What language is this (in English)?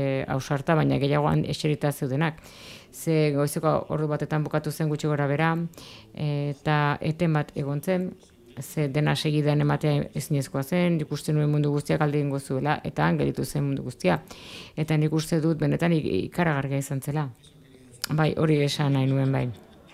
Basque